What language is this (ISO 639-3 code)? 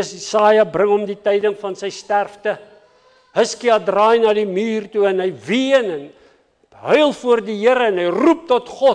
afr